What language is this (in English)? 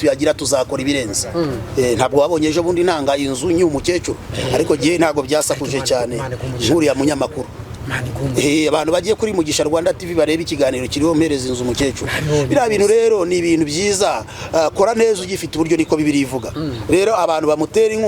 Kinyarwanda